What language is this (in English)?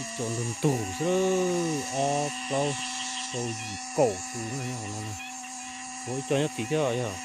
Hmong